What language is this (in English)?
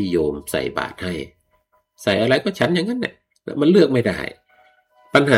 Thai